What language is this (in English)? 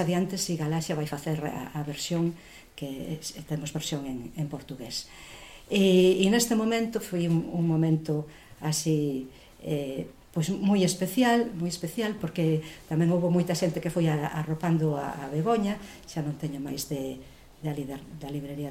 Galician